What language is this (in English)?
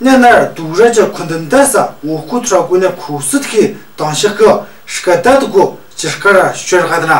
Tu